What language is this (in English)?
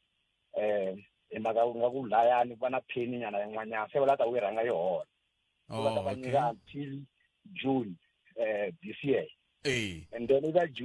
Tsonga